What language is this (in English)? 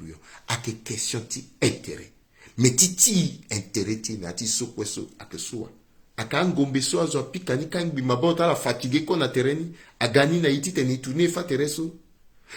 Sango